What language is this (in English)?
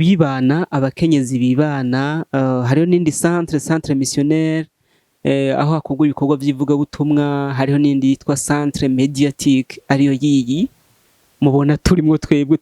Rundi